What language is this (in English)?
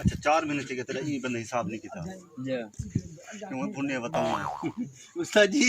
Saraiki